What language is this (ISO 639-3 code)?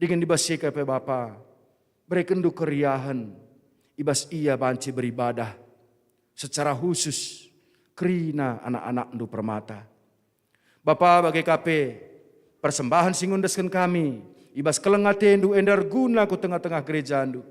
btx